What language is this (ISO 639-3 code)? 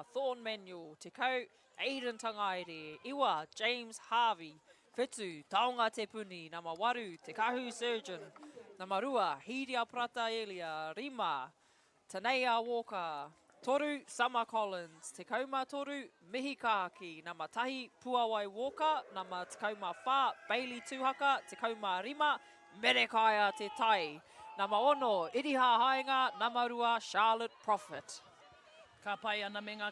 mri